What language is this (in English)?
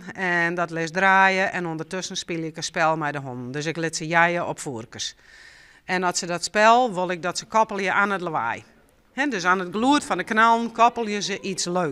Western Frisian